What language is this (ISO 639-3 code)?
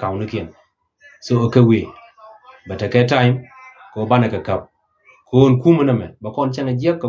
nus